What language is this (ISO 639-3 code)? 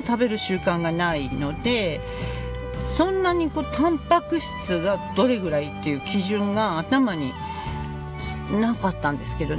jpn